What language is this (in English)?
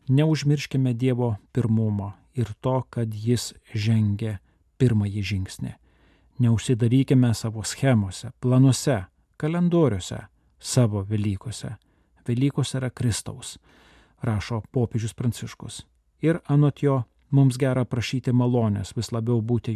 Lithuanian